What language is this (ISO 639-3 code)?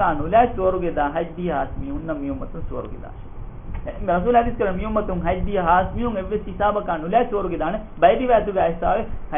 div